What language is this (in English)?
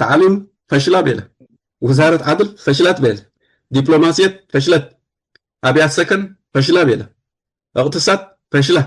Tigre